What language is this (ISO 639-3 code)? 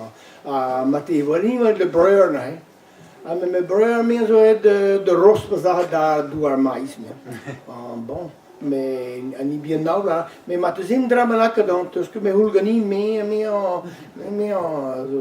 bre